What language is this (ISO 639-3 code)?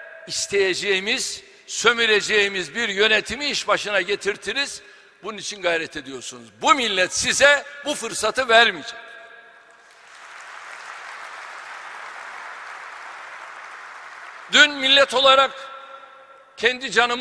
tur